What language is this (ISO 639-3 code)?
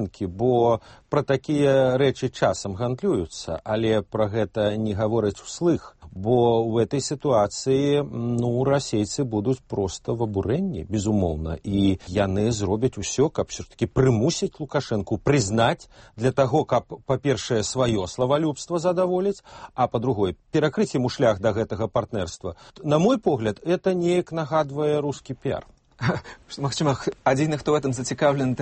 bel